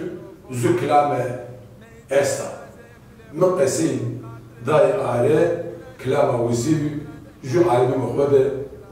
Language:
Zaza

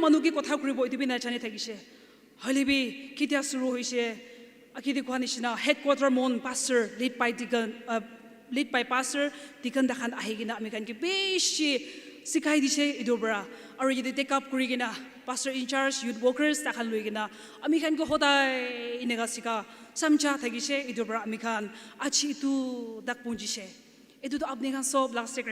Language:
Naga Pidgin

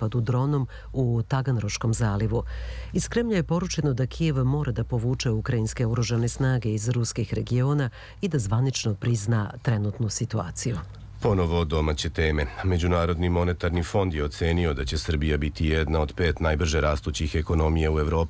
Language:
Serbian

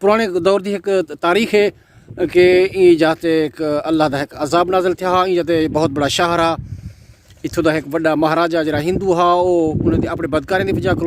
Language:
Saraiki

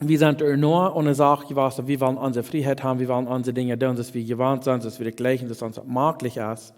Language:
Plautdietsch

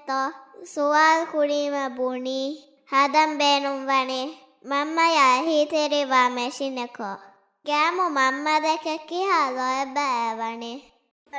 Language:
Divehi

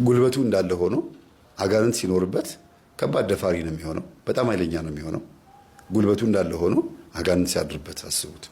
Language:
Amharic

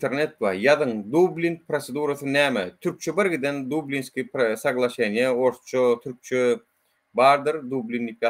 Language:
Turkmen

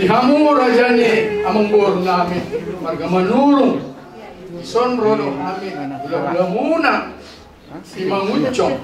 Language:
Batak Toba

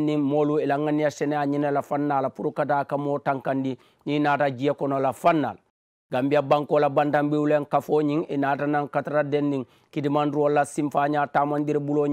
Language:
Mandingo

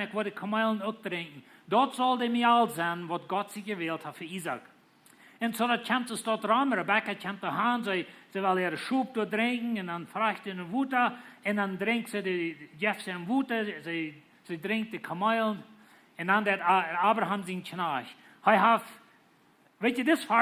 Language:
Plautdietsch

